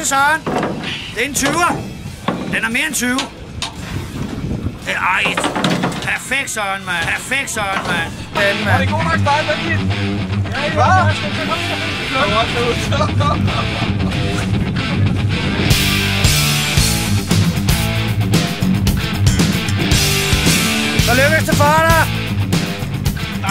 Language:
Danish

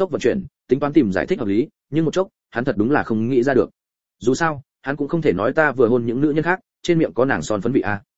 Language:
Vietnamese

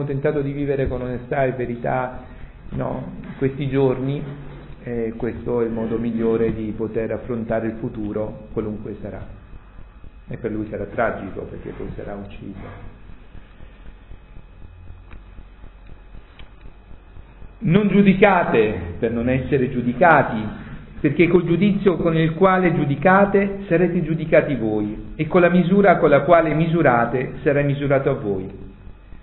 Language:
Italian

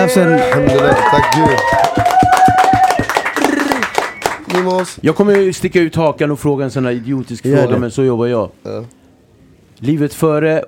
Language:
Swedish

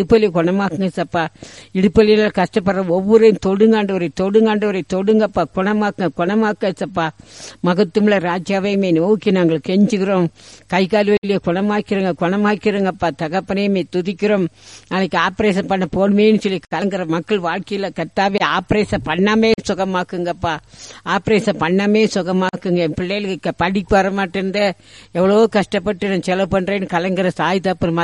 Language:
Tamil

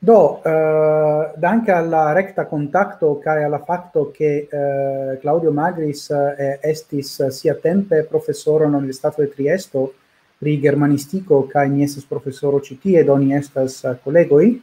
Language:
Esperanto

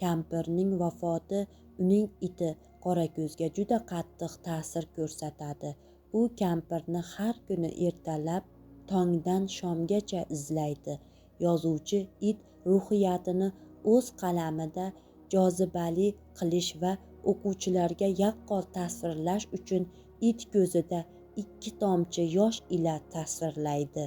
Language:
Uzbek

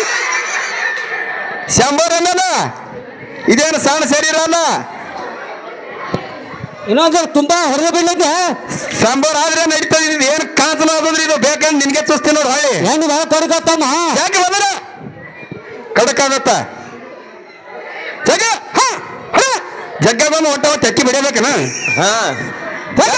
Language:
Kannada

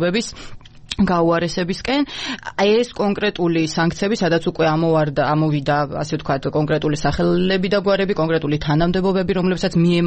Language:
Georgian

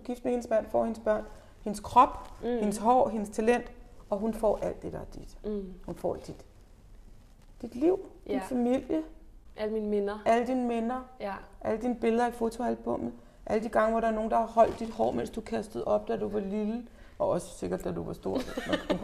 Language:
Danish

